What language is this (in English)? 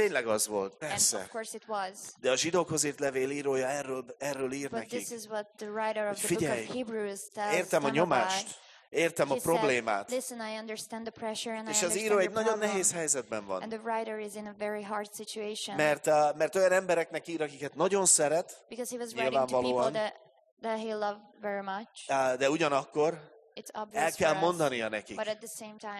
Hungarian